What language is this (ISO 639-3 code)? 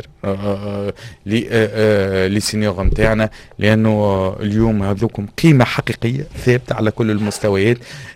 aeb